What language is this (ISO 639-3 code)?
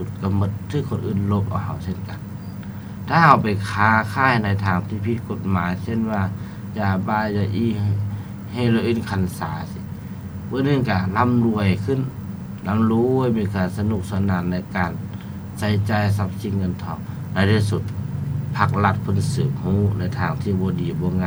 lao